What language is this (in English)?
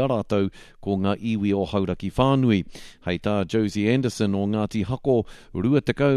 Māori